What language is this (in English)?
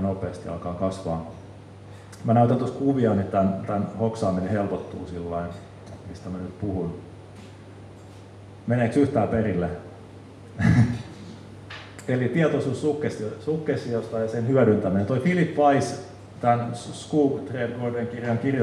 Finnish